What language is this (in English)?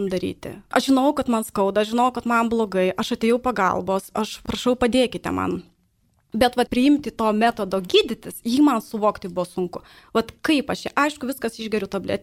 Lithuanian